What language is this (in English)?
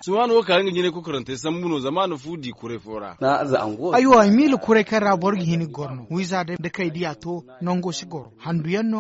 Zarma